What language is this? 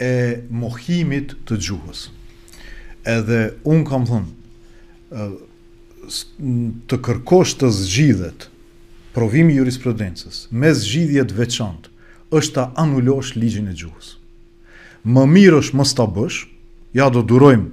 Albanian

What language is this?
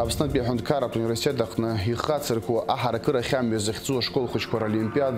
Abkhazian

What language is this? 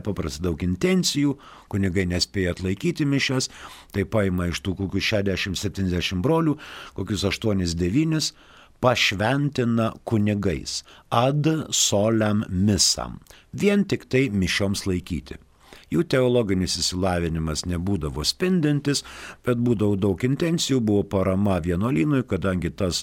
Lithuanian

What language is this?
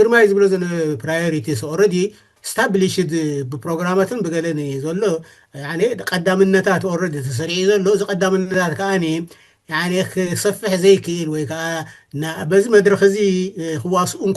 Tigrinya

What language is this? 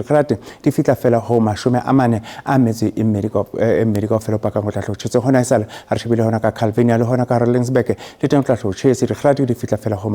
Southern Sotho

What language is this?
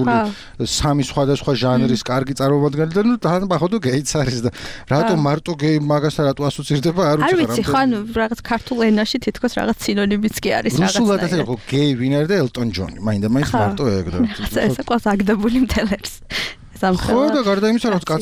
Georgian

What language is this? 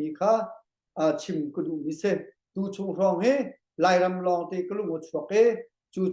Hakha Chin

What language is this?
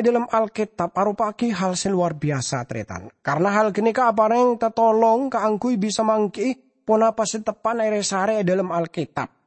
Madurese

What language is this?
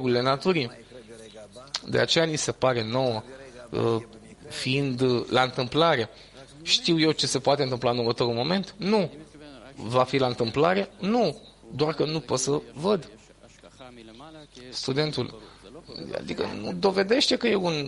Romanian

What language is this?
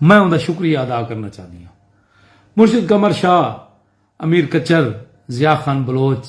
Saraiki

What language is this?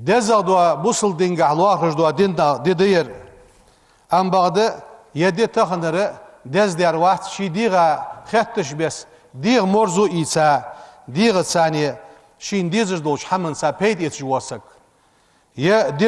Ingush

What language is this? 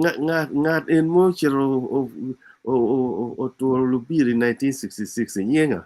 Acoli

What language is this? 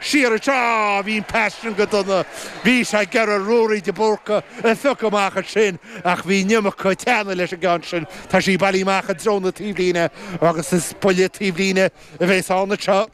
Irish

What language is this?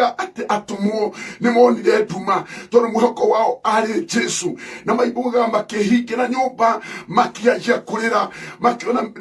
Kikuyu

